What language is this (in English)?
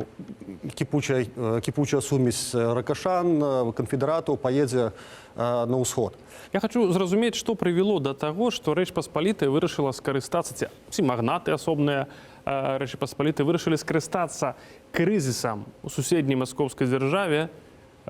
Belarusian